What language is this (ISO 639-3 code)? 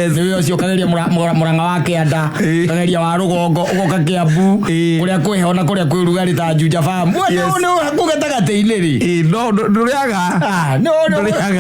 kik